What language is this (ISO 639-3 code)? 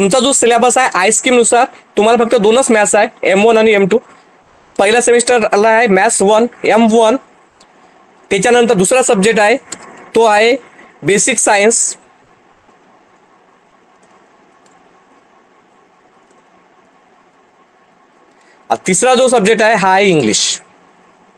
mar